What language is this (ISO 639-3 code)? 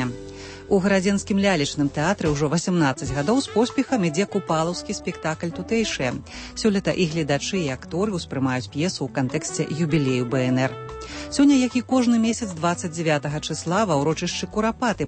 bel